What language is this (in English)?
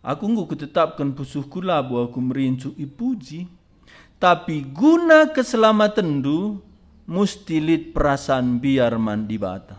Batak Karo